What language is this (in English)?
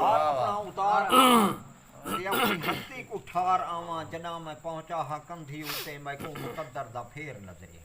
Saraiki